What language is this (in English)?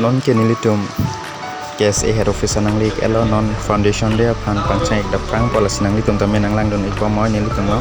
Karbi